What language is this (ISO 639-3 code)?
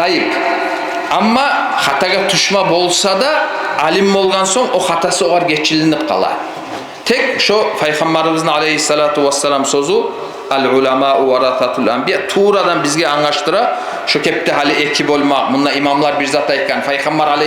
kum